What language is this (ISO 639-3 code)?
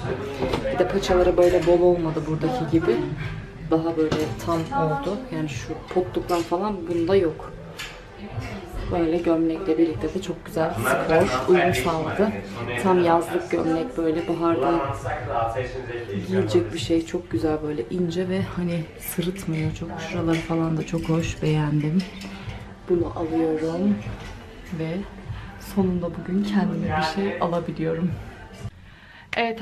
tur